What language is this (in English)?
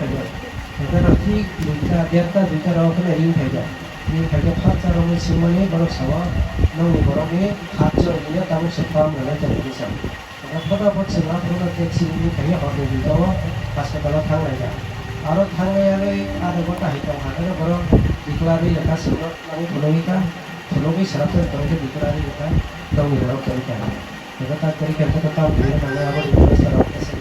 Kok Borok